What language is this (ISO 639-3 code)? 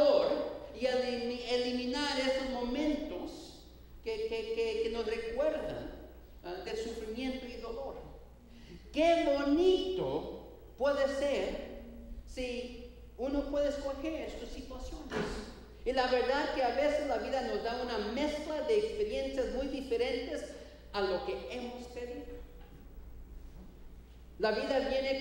spa